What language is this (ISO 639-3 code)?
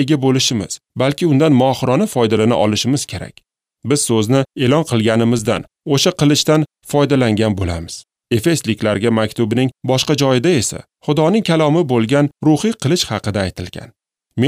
uzb